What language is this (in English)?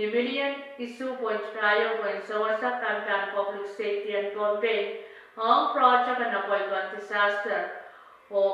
Pohnpeian